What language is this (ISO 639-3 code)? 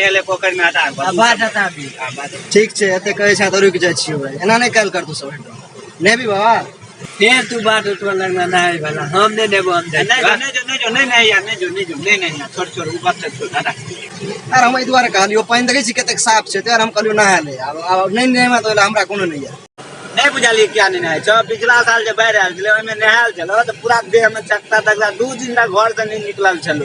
mai